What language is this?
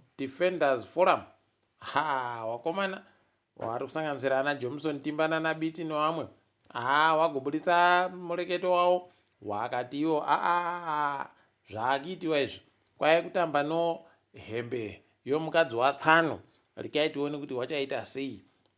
Ndau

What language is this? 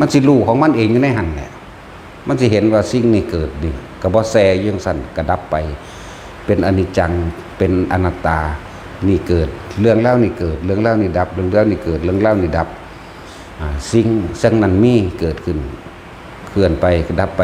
Lao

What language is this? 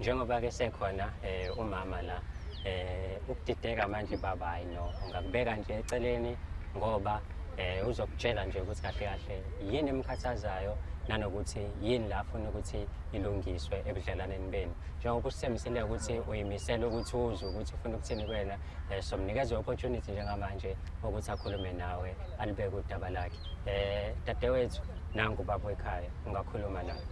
Zulu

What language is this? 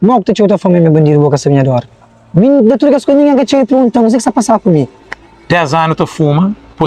Kabuverdianu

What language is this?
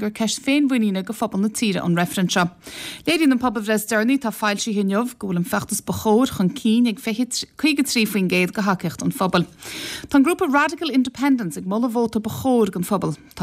Irish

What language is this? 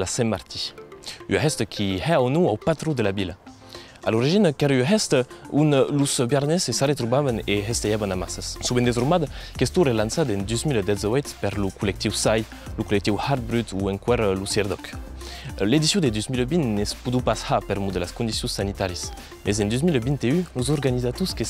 Occitan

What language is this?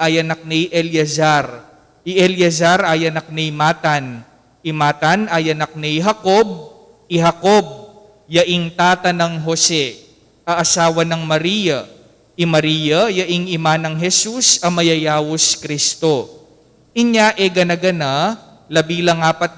Pampanga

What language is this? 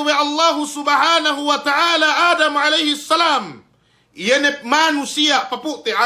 Yakan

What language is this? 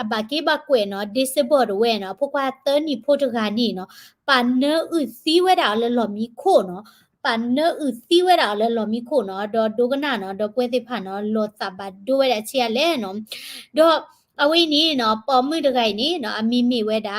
S'gaw Karen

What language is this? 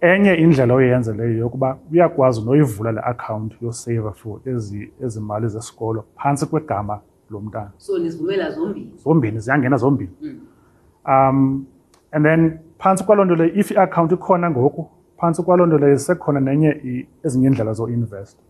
Xhosa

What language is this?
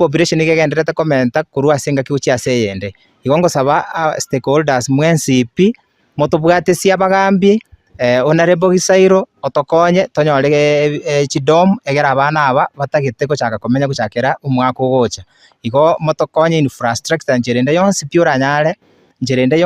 Gusii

